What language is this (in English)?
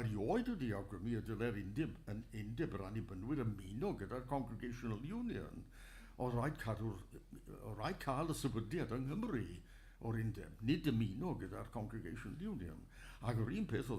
Welsh